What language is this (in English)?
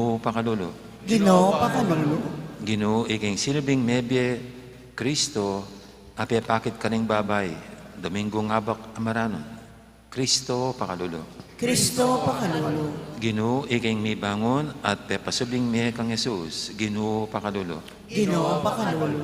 Pampanga